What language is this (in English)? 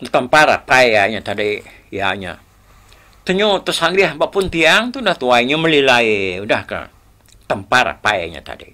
Iban